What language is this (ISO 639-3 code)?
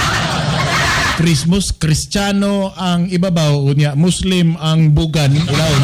ceb